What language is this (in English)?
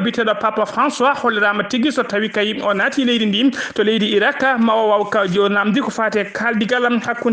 Fula